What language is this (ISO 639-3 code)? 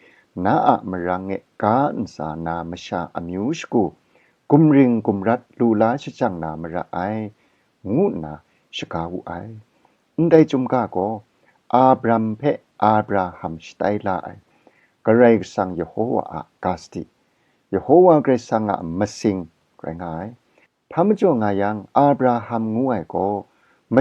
kac